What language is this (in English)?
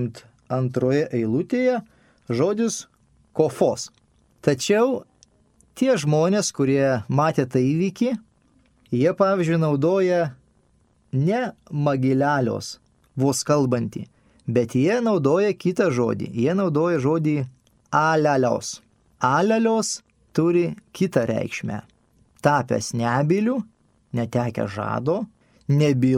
Lithuanian